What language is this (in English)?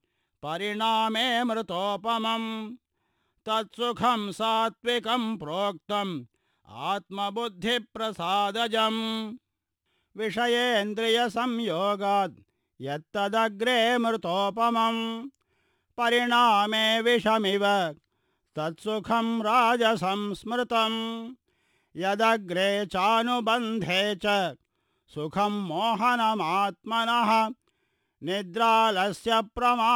Sanskrit